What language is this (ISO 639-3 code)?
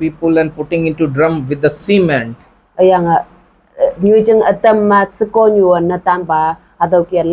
nbe